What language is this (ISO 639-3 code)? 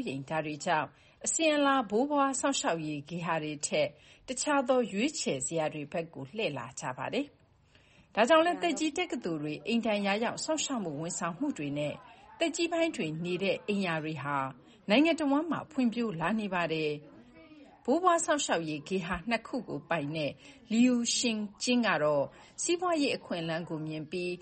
mya